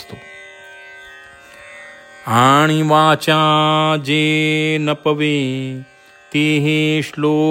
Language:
Marathi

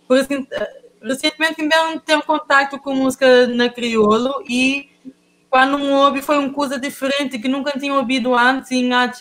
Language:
Kabuverdianu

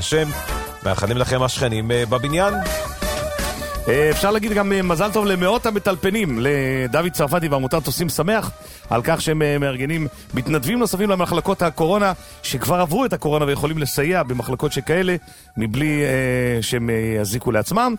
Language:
Hebrew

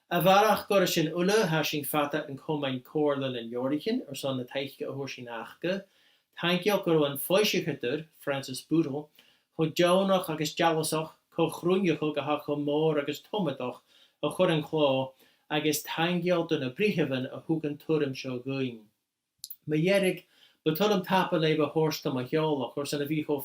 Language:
Scottish Gaelic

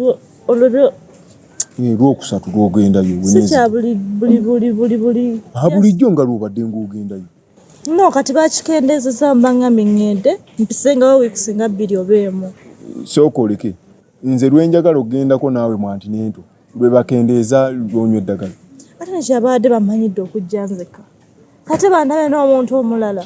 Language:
Ganda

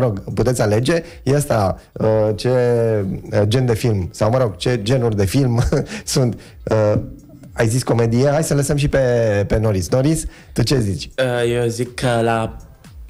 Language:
Romanian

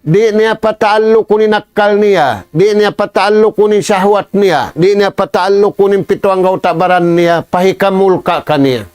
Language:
Tausug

